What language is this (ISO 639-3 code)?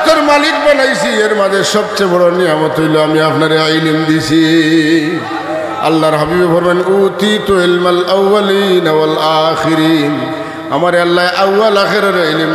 syl